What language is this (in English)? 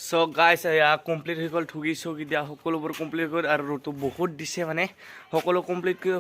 Assamese